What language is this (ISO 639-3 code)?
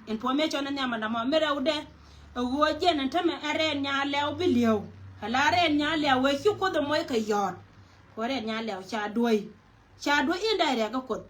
nus